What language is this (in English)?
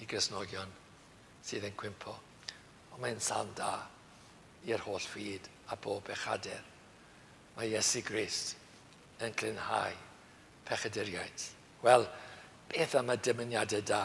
Welsh